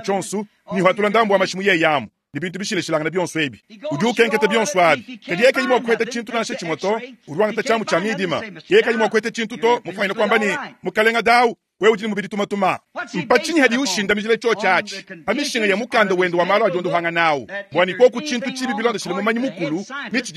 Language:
Luba-Lulua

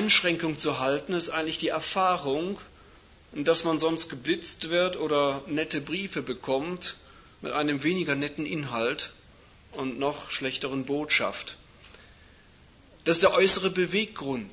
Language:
German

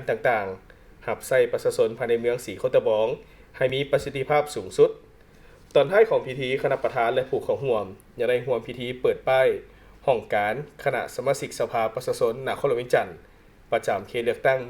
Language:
Lao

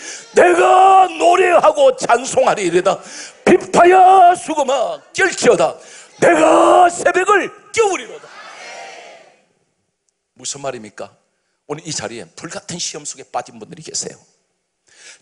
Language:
Korean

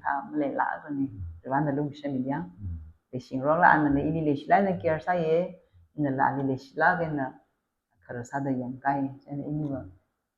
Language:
Tangkhul Naga (India)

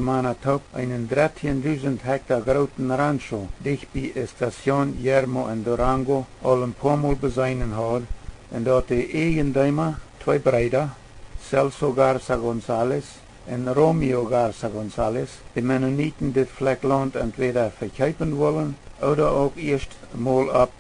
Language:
Plautdietsch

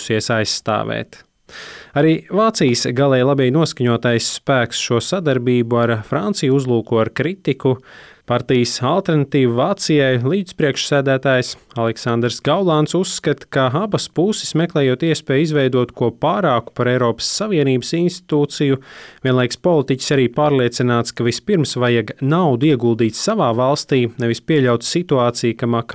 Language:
Latvian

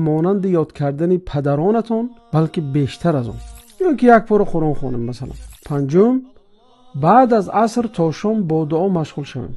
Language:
Tajik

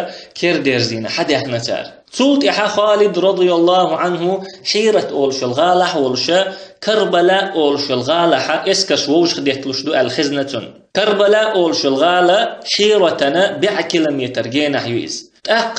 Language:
Chechen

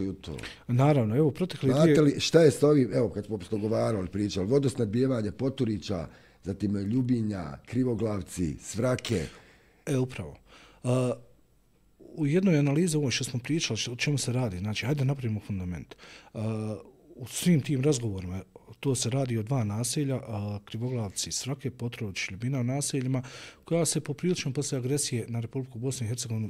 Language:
Bosnian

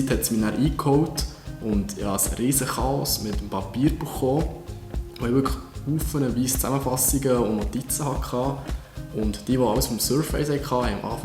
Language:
Swiss German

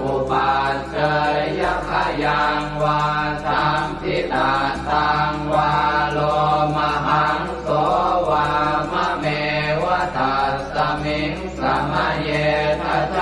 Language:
Pali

